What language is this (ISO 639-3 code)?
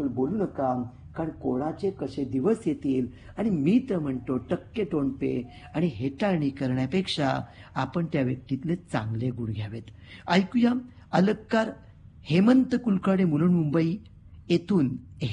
mar